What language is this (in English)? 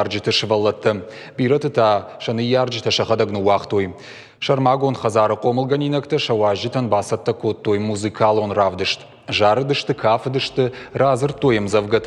Ossetic